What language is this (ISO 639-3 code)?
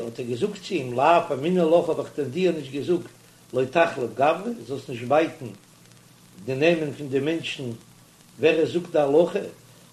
yid